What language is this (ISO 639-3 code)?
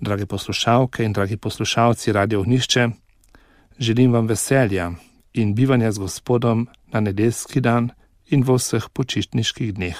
slv